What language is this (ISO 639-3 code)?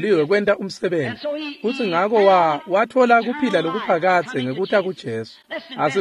ssw